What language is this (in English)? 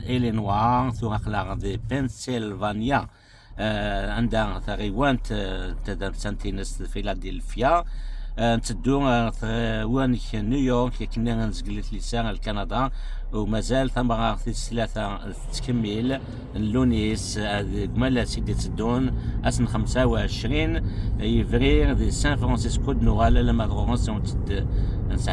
Kabyle